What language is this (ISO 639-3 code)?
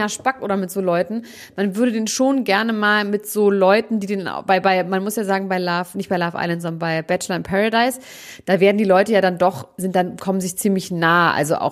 deu